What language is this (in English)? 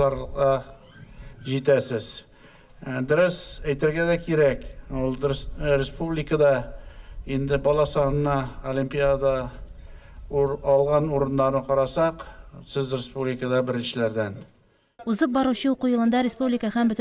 Tatar